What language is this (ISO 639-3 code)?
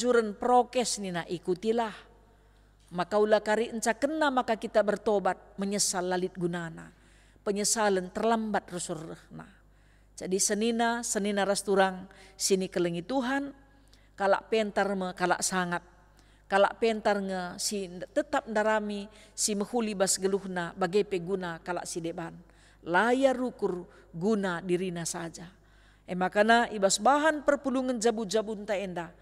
btx